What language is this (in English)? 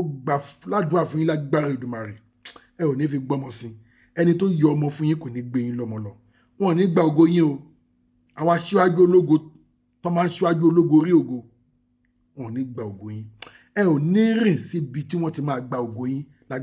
Yoruba